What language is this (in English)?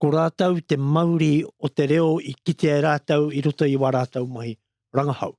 Māori